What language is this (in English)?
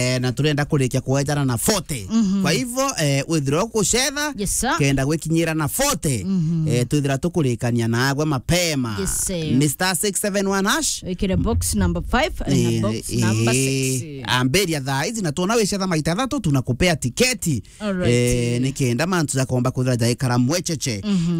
Meru